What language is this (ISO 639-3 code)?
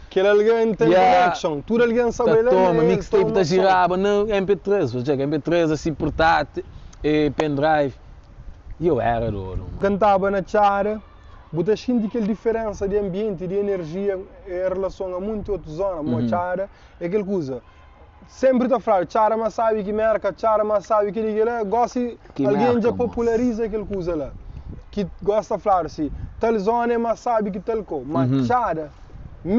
kea